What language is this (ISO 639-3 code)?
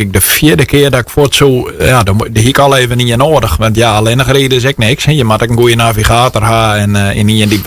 fry